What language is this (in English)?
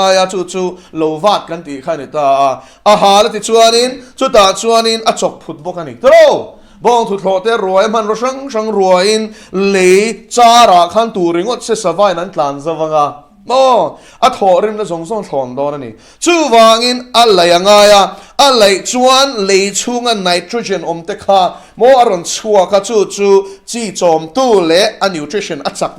Mizo